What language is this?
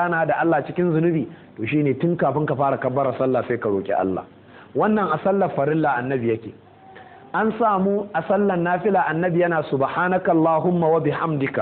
Hausa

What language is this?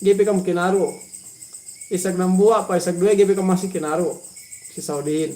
Yakan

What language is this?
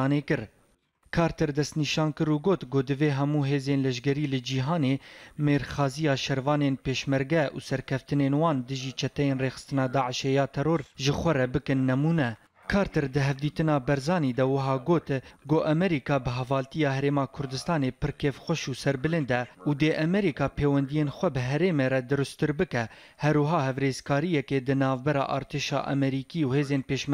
Kurdish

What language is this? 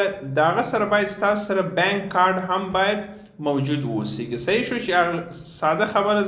Pashto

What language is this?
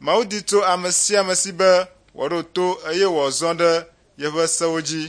Ewe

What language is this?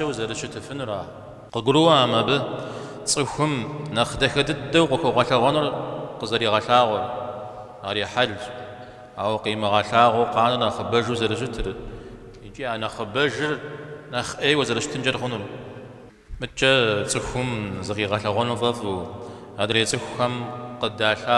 Kabardian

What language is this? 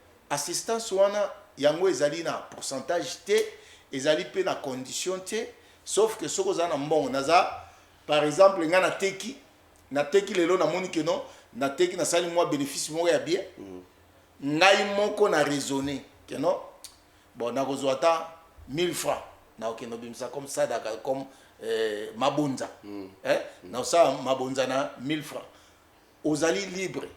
Lingala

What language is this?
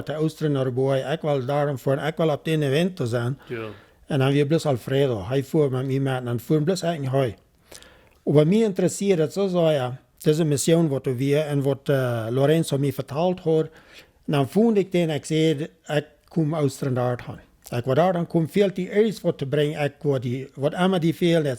Plautdietsch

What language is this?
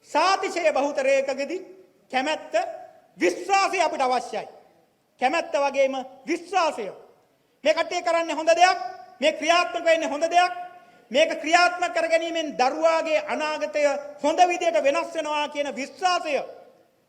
Sinhala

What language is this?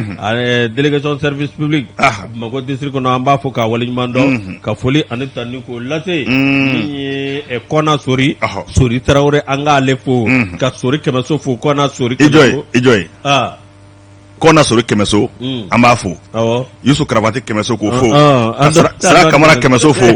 Bambara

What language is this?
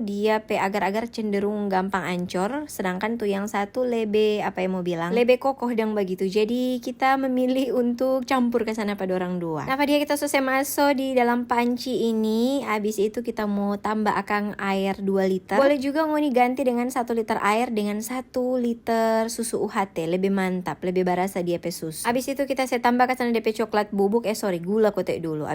Manado Malay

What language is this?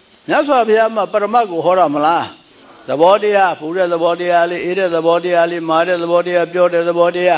Burmese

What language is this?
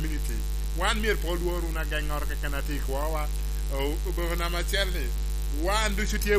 Lango (Uganda)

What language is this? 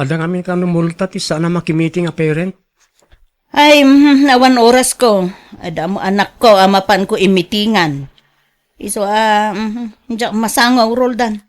Iloko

